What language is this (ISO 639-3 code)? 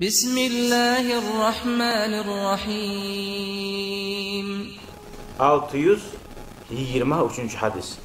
kum